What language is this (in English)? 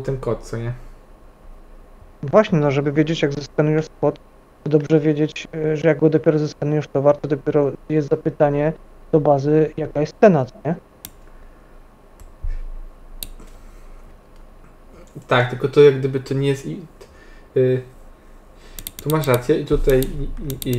Polish